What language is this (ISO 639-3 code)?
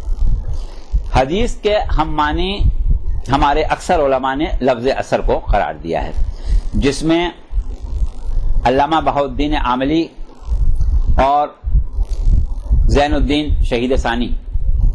urd